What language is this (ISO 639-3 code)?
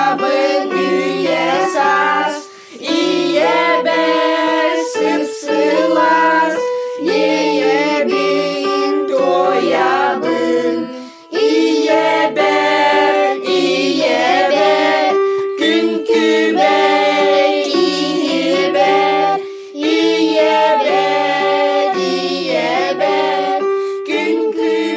sah